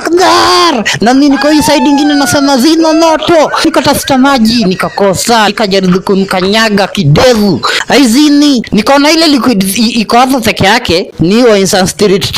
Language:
Swahili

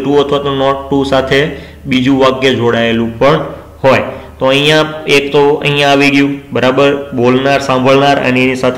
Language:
Gujarati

